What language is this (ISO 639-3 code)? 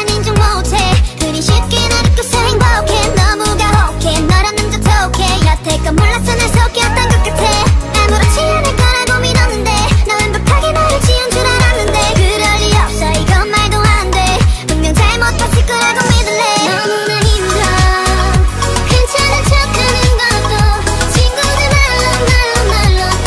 kor